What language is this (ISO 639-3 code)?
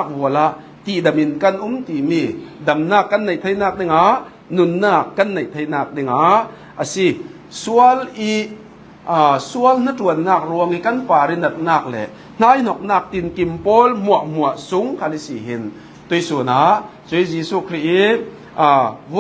cfm